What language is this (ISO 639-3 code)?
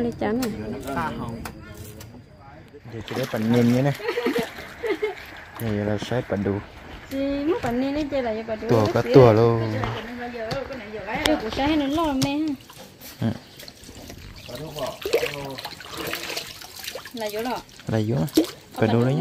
vie